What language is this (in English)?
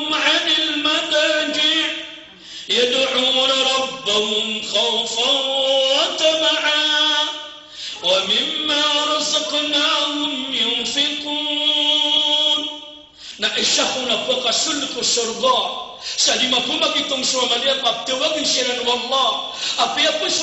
Maranao